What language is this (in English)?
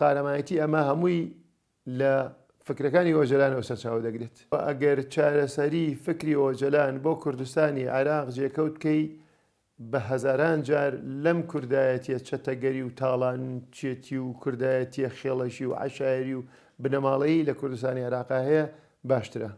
Central Kurdish